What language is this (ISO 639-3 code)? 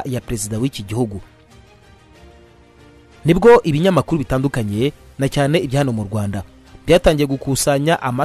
kin